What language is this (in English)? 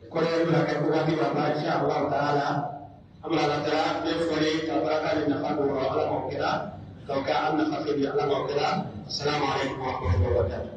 Pular